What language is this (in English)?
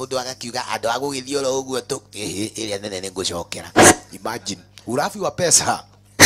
Swahili